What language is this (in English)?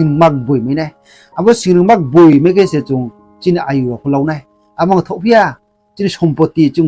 Riang (India)